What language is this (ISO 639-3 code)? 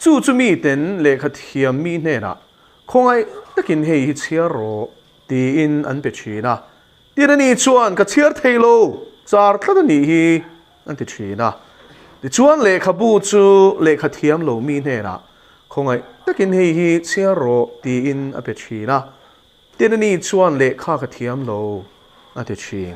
lus